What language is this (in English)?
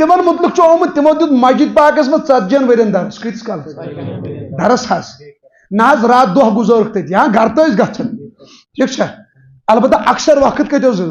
Kashmiri